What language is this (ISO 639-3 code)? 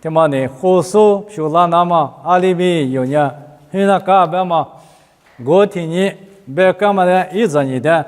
lis